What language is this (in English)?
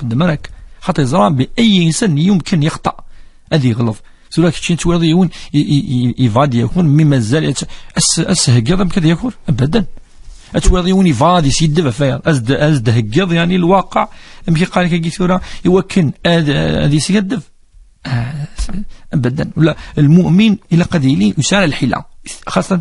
Kabyle